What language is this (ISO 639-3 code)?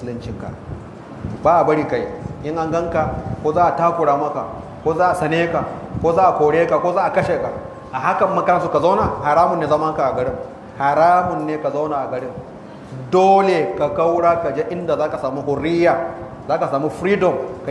hau